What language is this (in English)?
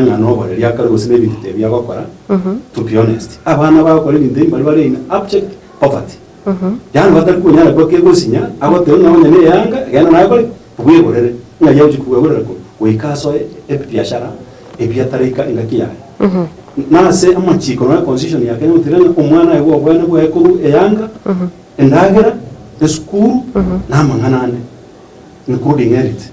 Gusii